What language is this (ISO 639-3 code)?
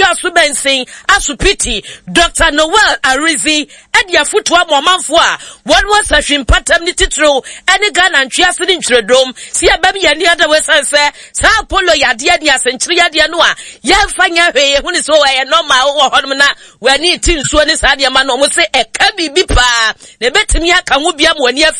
aka